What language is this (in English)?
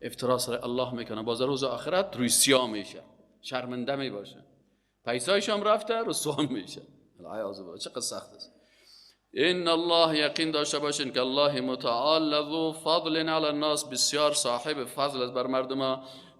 Tajik